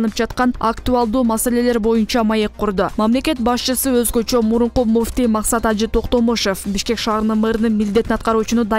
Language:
Kyrgyz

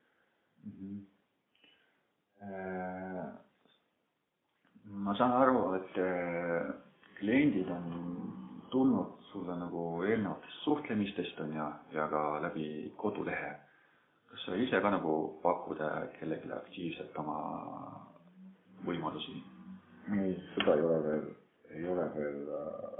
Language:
Estonian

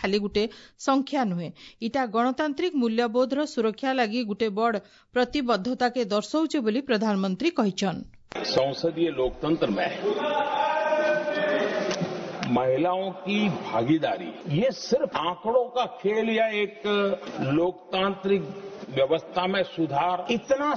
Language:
Odia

